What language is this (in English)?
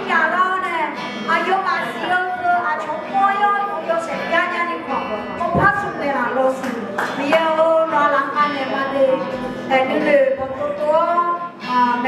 Akha